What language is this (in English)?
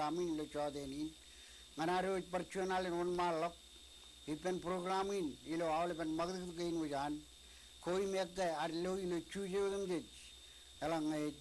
Marshallese